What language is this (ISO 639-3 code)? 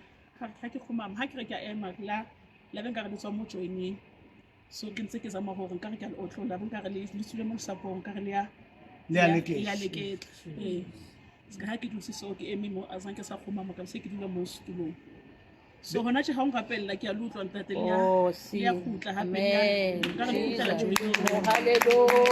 sot